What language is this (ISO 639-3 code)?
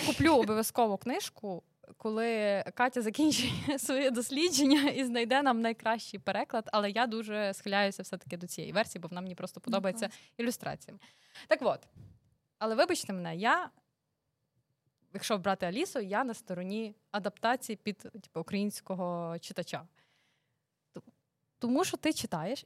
ukr